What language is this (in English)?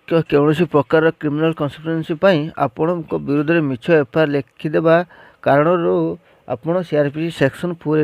Odia